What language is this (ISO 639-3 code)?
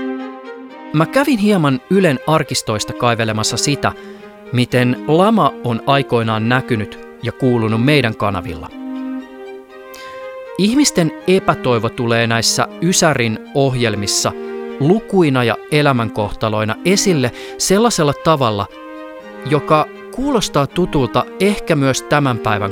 fin